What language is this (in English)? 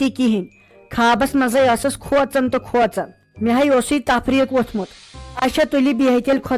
Kashmiri